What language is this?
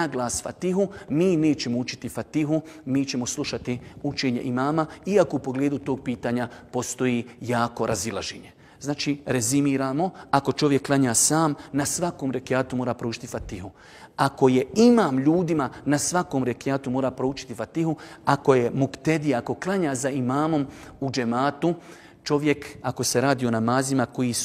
Bosnian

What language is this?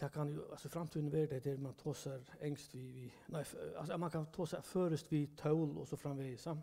Faroese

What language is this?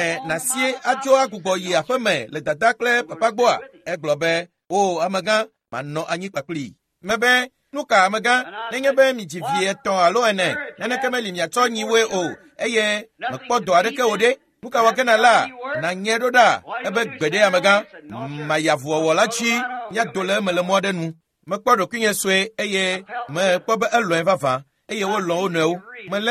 Ewe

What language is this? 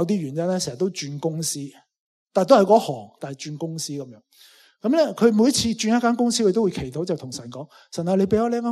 Cantonese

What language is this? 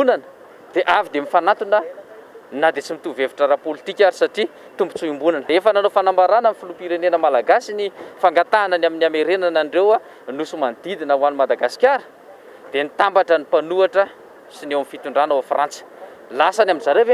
Malagasy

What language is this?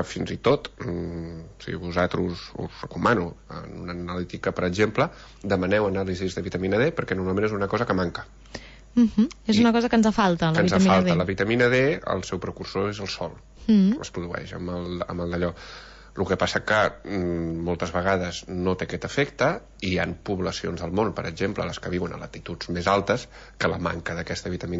Catalan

